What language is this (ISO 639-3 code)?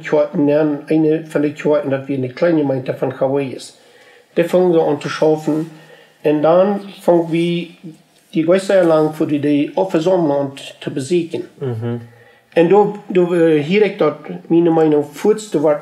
pdt